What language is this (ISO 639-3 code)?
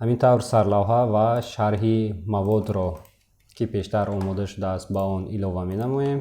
tgk